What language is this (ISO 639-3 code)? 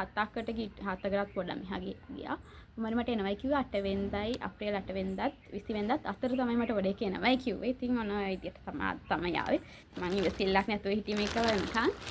sin